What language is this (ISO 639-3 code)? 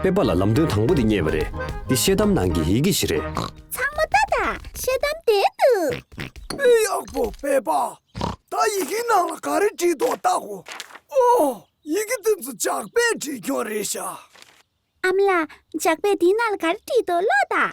bod